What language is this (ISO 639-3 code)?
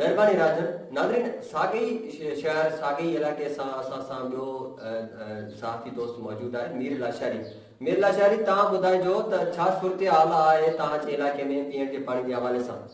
snd